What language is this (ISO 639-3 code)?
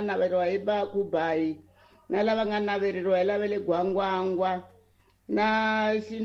tso